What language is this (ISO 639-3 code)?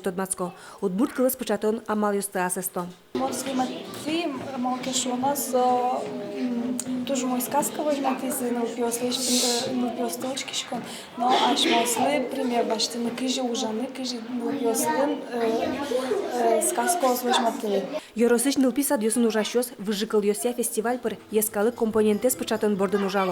udm